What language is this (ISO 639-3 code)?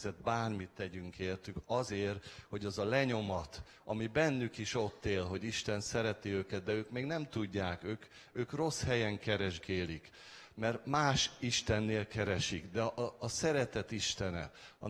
hun